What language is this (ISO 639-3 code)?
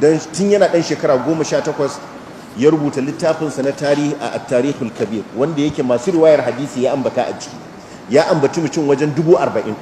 hau